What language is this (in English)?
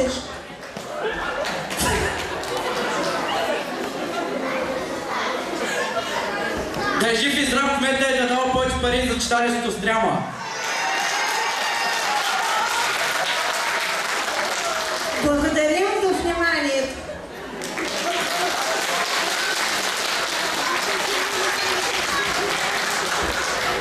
Bulgarian